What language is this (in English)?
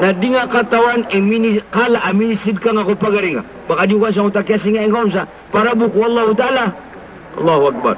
Maranao